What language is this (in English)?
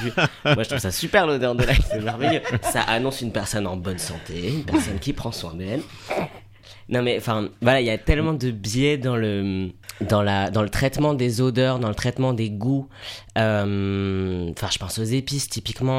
French